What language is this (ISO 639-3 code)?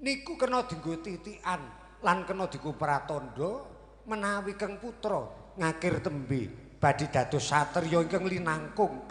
jav